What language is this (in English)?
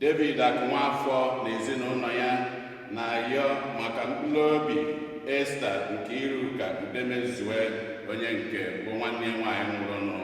Igbo